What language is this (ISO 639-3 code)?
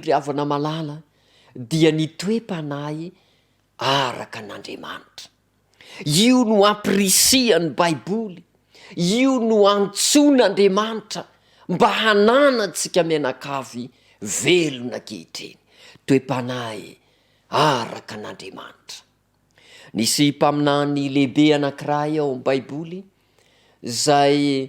mlg